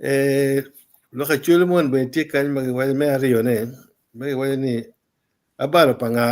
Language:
Acoli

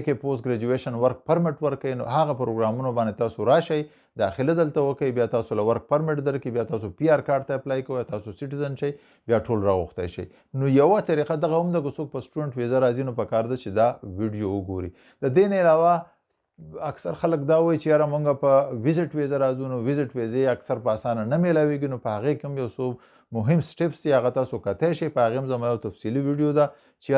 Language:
Pashto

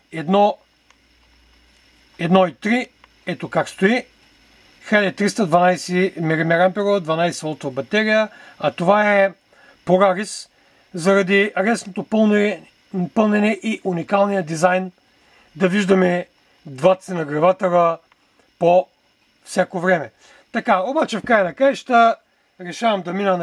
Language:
Bulgarian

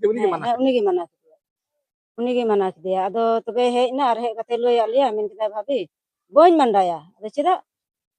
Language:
Santali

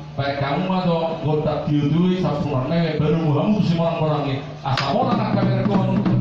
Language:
Batak Toba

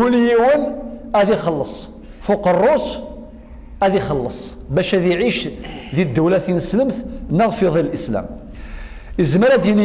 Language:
Kabyle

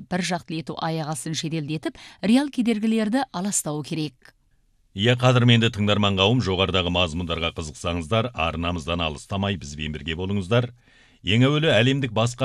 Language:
Kazakh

